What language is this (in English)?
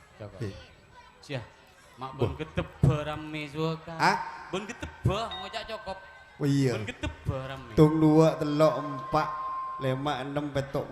Madurese